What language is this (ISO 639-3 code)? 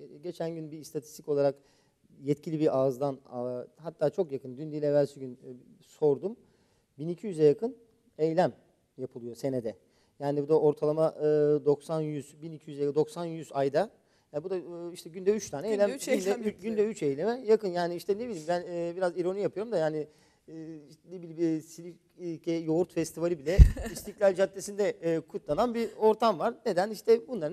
tur